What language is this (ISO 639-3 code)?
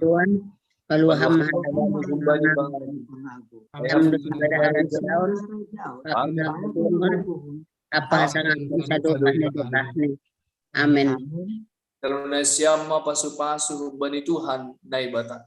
bts